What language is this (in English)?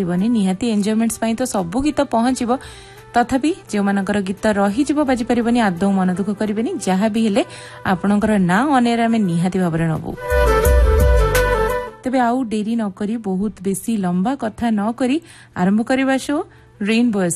Odia